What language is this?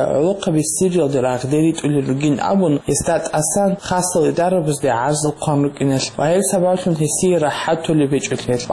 Avaric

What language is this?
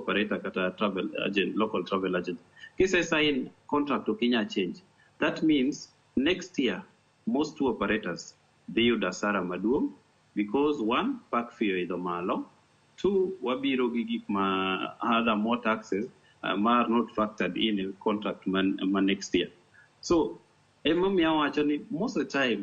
Luo (Kenya and Tanzania)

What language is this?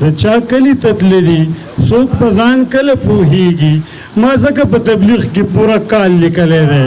Pashto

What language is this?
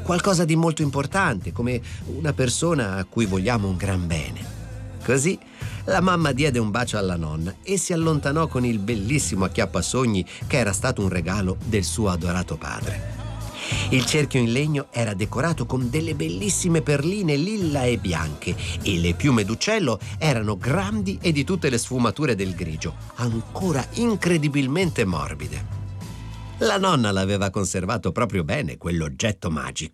Italian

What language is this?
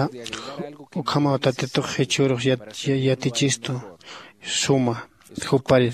Aymara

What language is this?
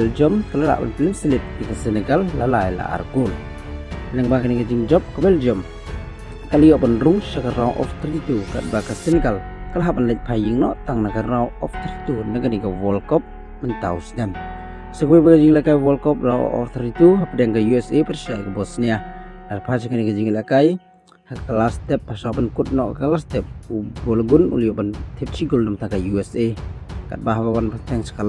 Khasi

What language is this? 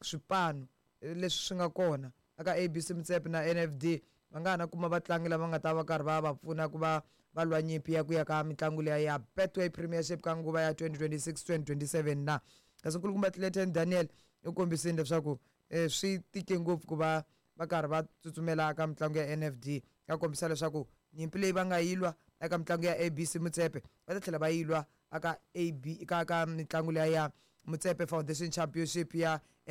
Tsonga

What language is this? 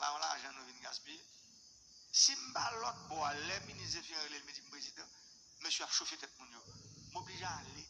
Haitian Creole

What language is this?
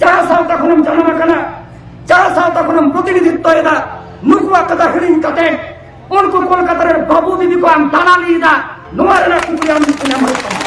Santali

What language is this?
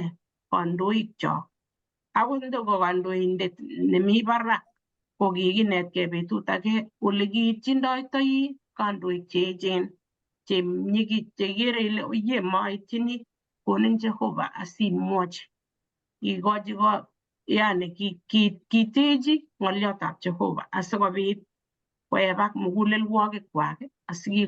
Kalenjin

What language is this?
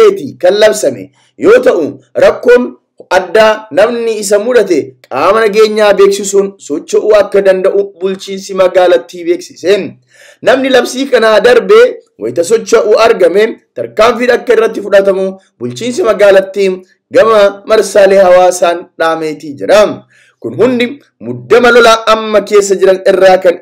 Oromo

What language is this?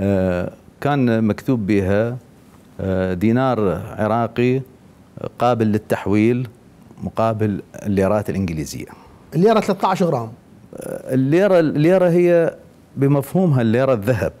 Mesopotamian Arabic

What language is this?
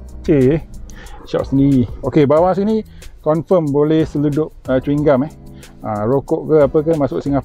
Malay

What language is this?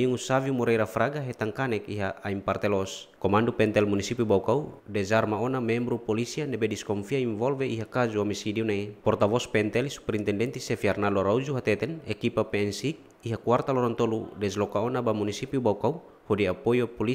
Tetum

